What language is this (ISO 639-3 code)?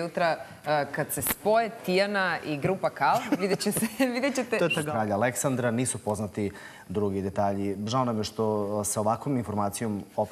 srp